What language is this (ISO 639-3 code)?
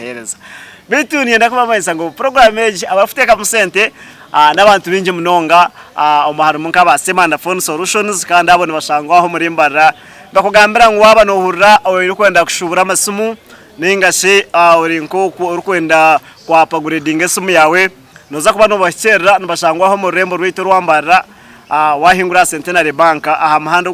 nyn